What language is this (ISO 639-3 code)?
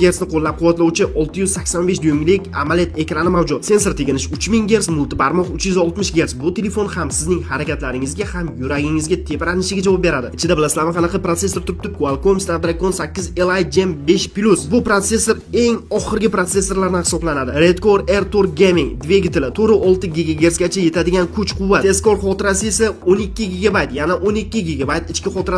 uzb